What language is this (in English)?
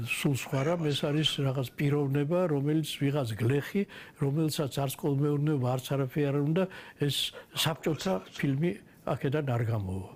Georgian